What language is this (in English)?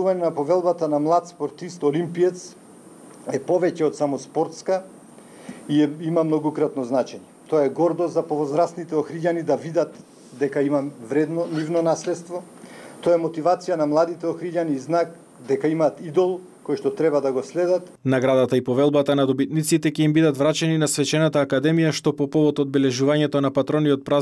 Macedonian